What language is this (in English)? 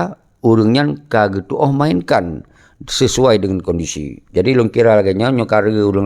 Achinese